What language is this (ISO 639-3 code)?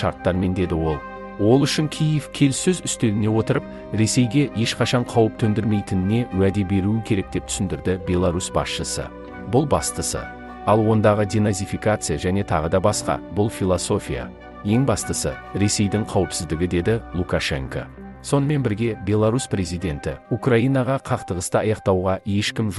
kaz